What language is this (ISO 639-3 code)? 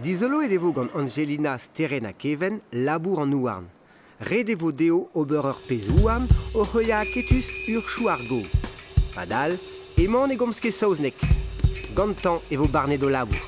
bre